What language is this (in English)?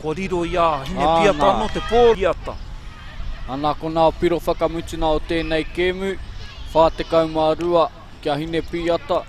Māori